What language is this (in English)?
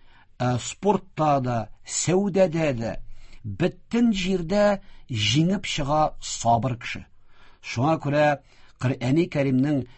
Tatar